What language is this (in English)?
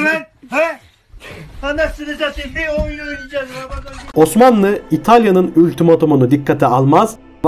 Turkish